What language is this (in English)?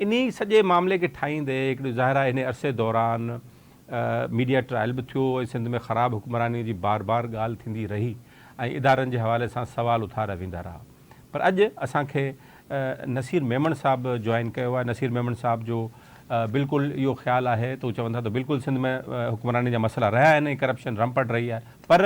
Sindhi